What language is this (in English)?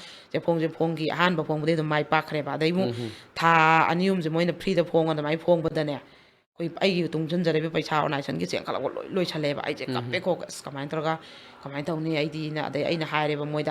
Manipuri